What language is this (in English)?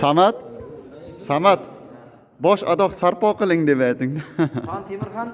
Uzbek